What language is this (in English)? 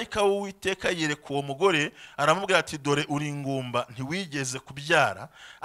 Kinyarwanda